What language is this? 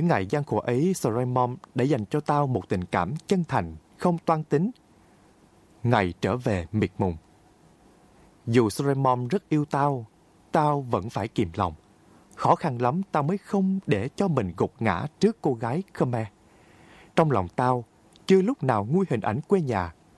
Vietnamese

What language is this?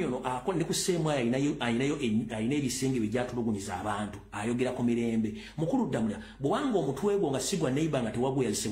Ganda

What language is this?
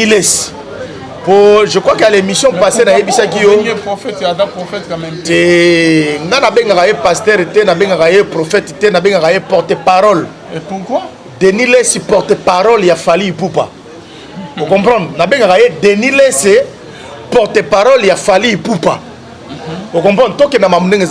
Lingala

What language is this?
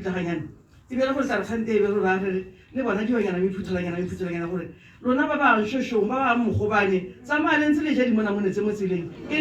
Tswana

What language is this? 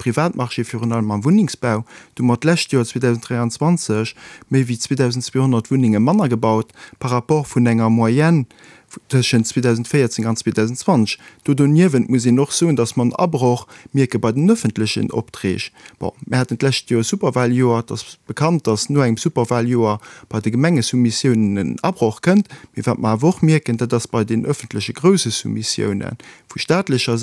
Luxembourgish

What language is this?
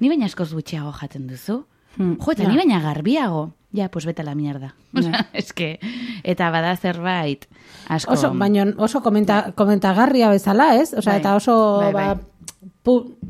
Basque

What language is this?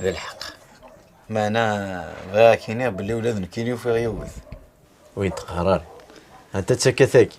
Kabyle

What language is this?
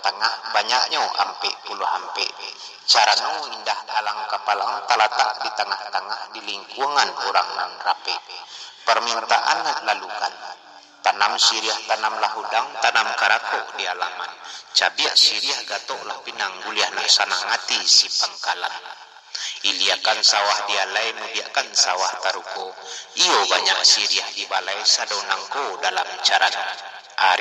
Minangkabau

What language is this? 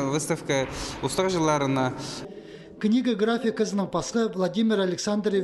Khakas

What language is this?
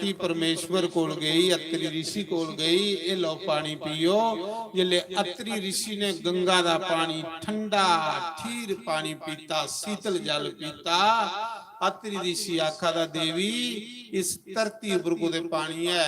Dogri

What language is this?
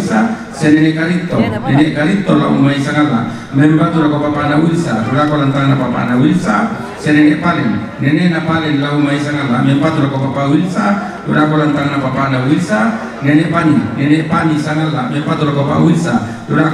Toraja-Sa'dan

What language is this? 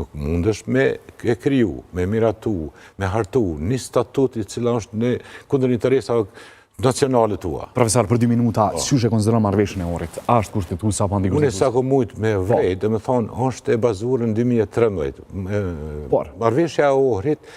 Albanian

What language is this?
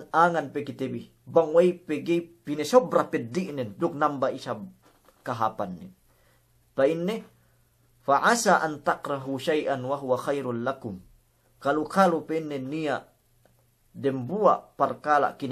Yakan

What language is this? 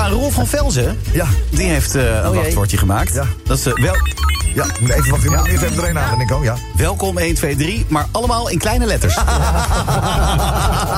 Dutch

